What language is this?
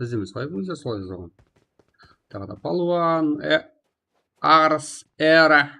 Kara-Kalpak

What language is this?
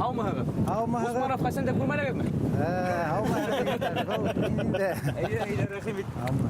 Bashkir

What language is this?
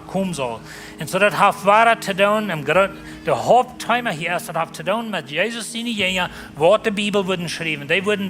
Plautdietsch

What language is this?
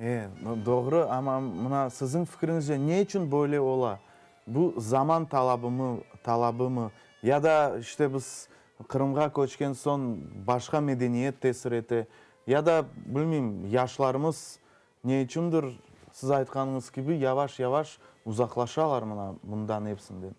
Crimean Tatar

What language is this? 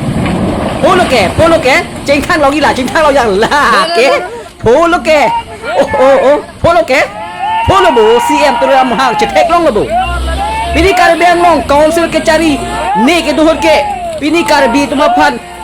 Karbi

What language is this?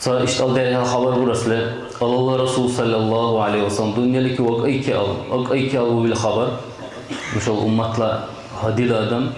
Dargwa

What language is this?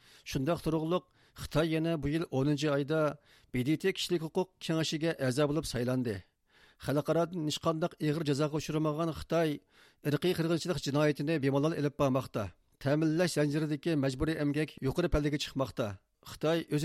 Uyghur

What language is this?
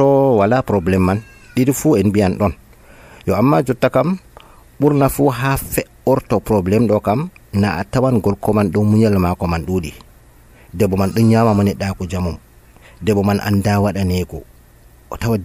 Nigerian Fulfulde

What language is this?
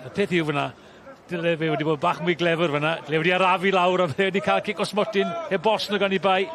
Welsh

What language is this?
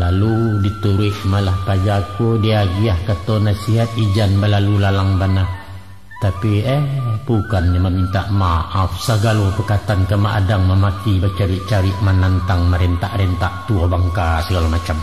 Minangkabau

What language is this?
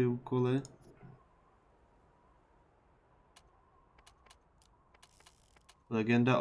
Czech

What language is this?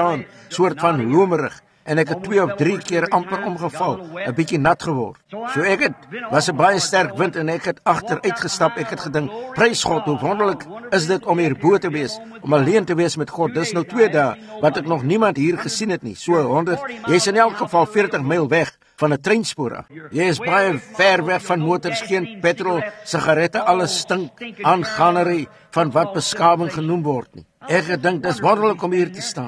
Afrikaans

